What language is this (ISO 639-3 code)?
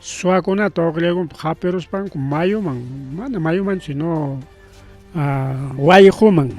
quy